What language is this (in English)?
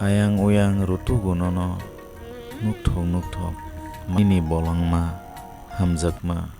Kok Borok